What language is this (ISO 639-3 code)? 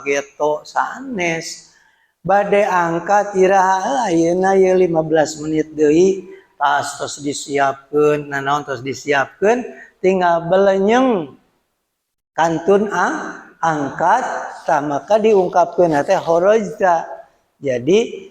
sun